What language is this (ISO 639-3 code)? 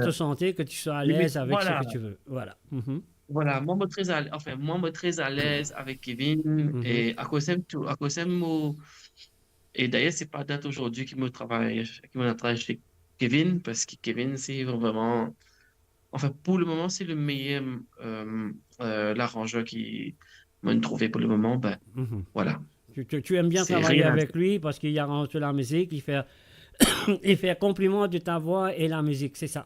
mfe